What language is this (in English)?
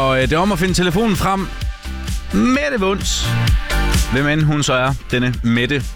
Danish